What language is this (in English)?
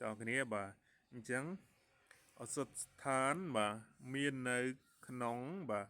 Khmer